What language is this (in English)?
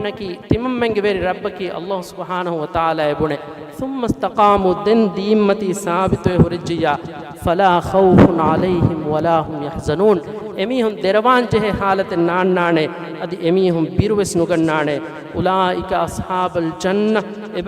Divehi